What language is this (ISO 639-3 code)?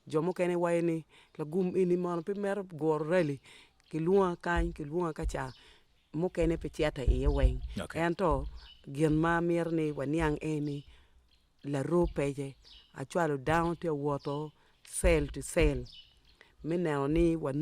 ach